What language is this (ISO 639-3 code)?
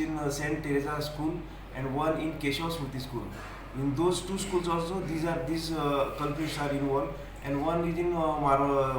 kok